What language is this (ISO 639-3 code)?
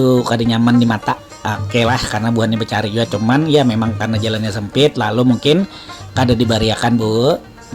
bjn